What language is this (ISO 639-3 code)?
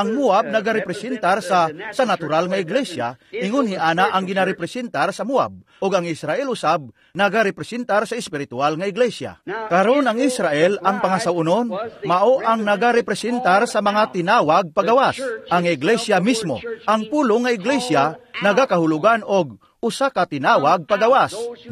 ceb